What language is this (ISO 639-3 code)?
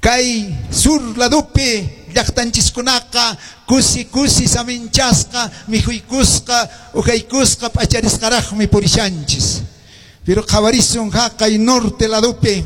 que